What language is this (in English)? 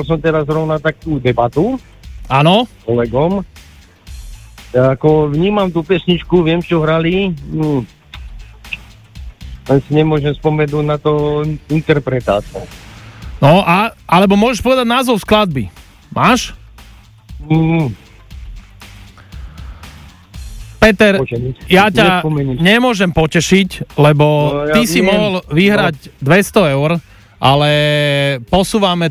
Slovak